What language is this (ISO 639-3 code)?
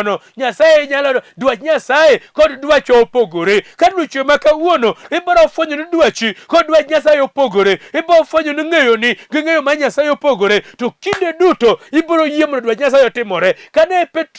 luo